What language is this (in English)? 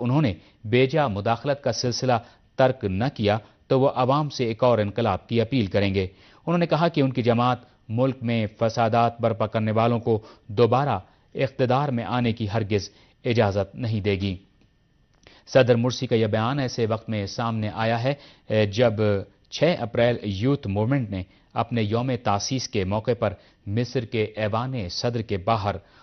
Urdu